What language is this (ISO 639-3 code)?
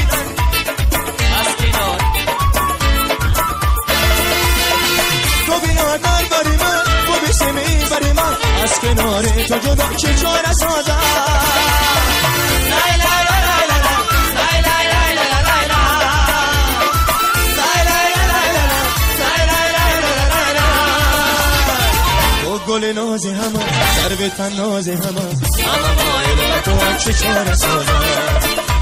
fas